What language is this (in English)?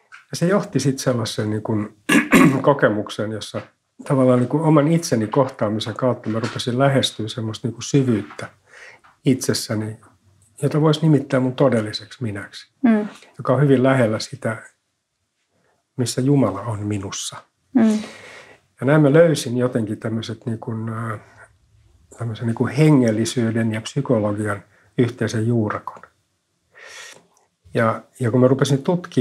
Finnish